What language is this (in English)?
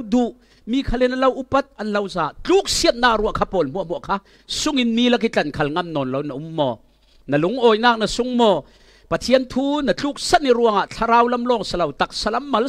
Falam Chin